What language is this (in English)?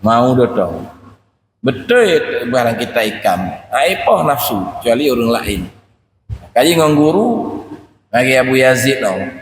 Achinese